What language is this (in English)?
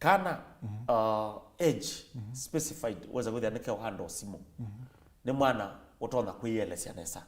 Kamba